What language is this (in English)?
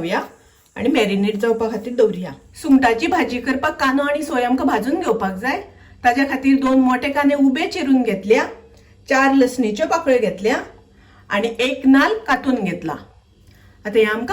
Konkani